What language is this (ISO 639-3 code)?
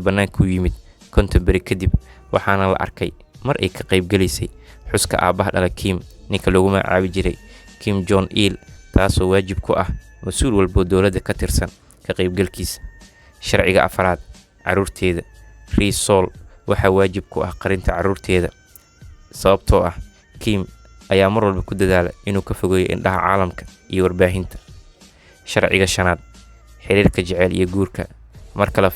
som